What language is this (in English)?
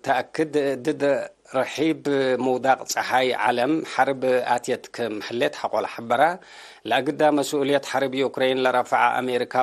Tigre